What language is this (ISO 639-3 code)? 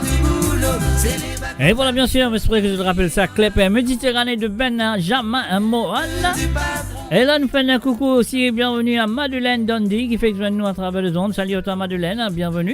mfe